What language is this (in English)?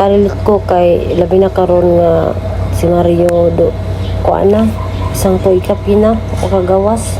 Cebuano